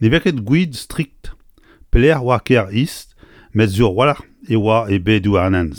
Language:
Breton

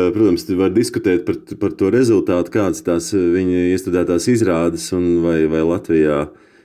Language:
Latvian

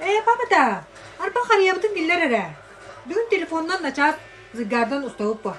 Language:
Yakut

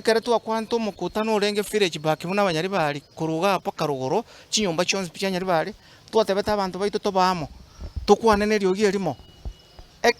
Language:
Gusii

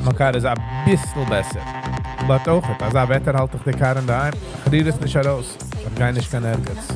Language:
Yiddish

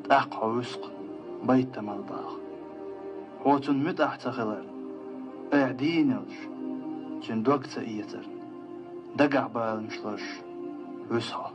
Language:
Chechen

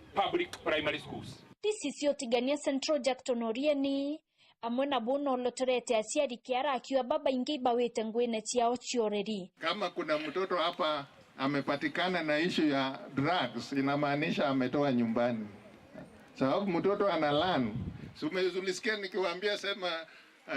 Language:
Meru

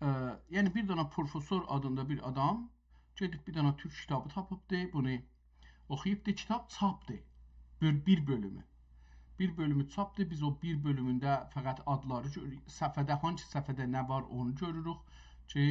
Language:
South Azerbaijani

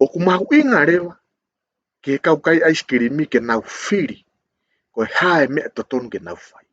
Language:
Tongan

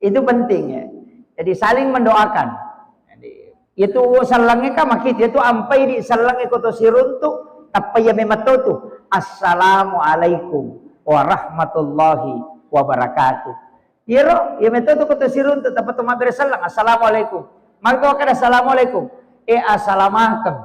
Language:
Buginese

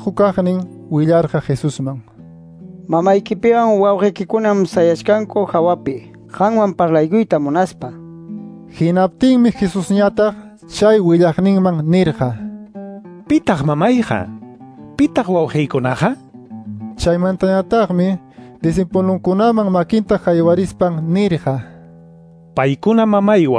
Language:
Quechua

